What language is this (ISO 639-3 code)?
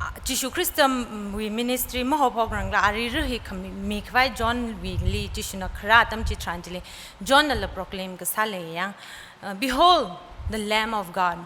nmf